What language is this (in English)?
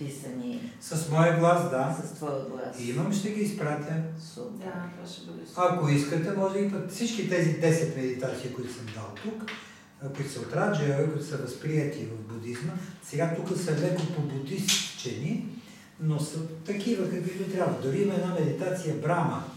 Bulgarian